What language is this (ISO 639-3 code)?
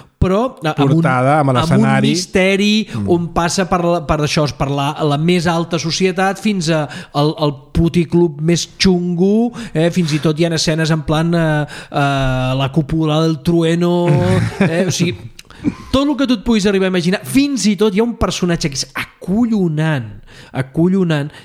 cat